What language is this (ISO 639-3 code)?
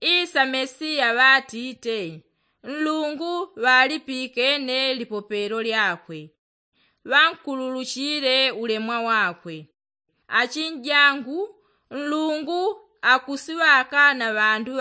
yao